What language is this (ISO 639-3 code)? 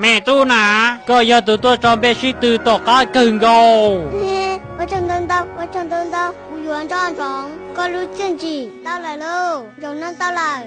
hmn